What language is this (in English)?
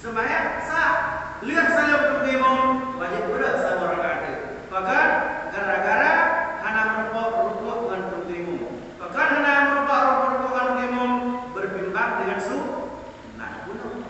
Achinese